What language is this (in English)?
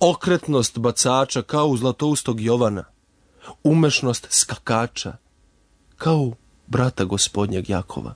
Serbian